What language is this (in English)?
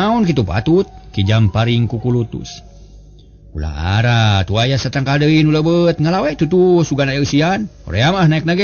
Sundanese